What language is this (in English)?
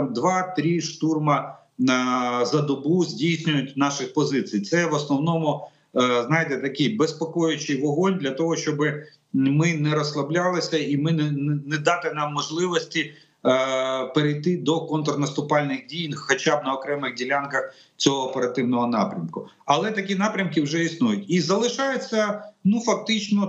Ukrainian